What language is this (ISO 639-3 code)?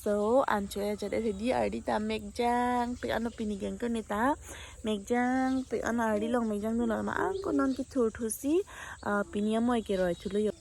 mjw